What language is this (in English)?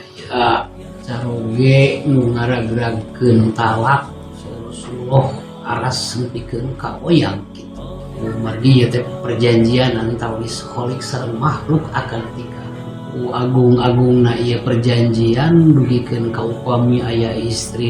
Sundanese